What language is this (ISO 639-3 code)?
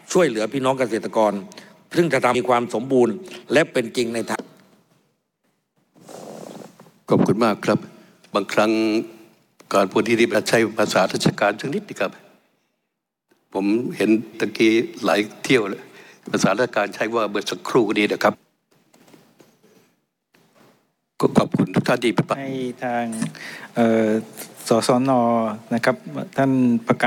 tha